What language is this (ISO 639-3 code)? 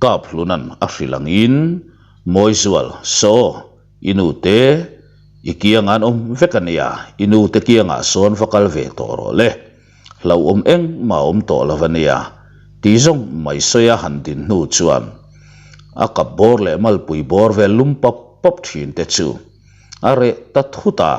lus